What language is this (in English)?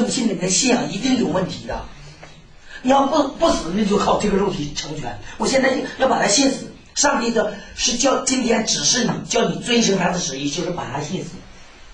Chinese